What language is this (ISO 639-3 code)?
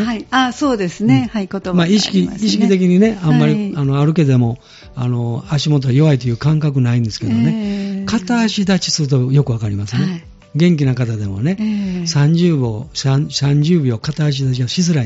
jpn